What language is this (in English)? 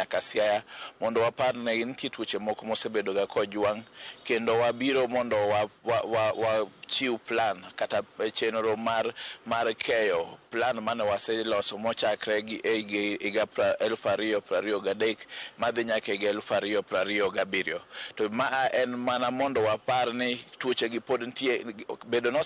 Luo (Kenya and Tanzania)